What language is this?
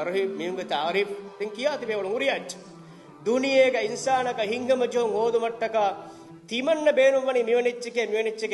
Divehi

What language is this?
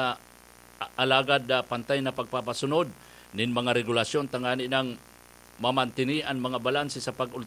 Bikol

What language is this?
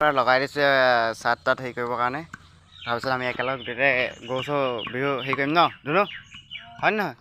Assamese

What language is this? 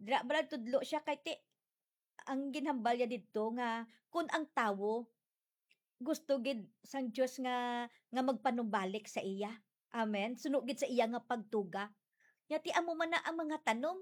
Hiligaynon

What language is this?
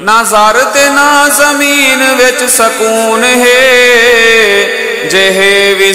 Saraiki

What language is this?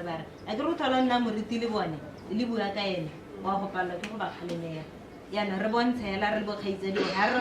Tswana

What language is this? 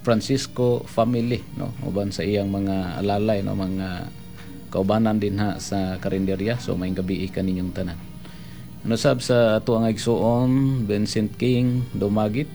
Cebuano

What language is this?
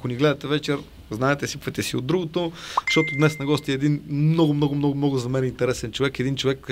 Bulgarian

